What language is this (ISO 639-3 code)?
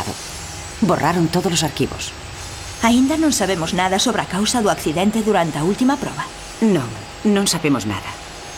glg